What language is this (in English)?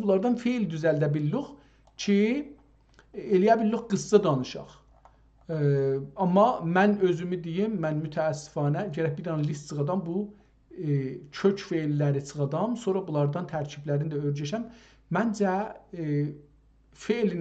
South Azerbaijani